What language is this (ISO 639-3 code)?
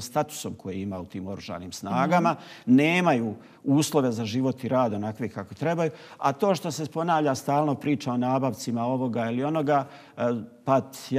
bos